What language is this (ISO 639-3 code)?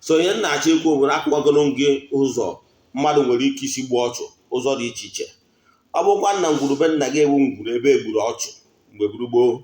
ibo